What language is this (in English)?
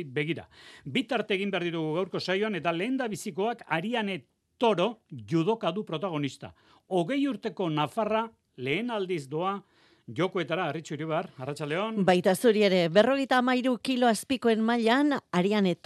Basque